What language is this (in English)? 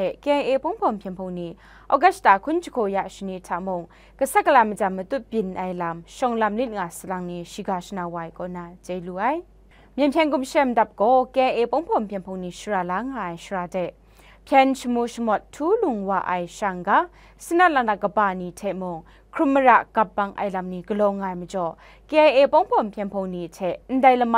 Kachin